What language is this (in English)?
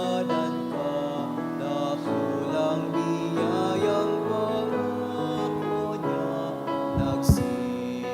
Bikol